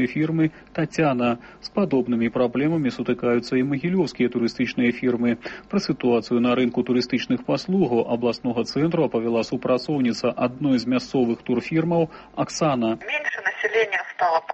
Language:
Belarusian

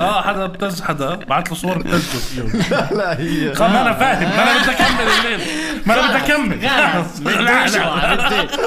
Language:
North Levantine Arabic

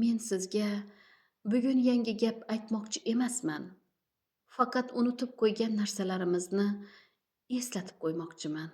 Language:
Uzbek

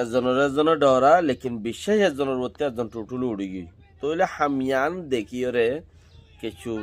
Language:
Rohingya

